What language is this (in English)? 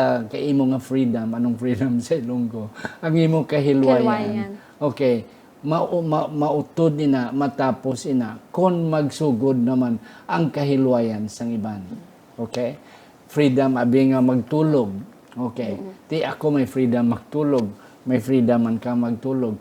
Hiligaynon